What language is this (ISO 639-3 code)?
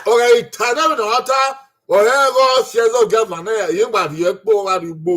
bin